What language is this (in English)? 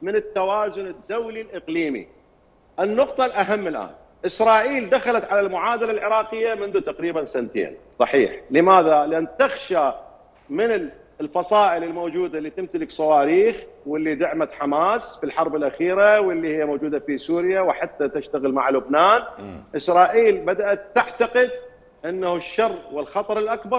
Mesopotamian Arabic